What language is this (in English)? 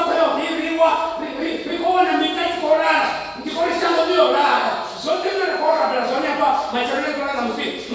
Venda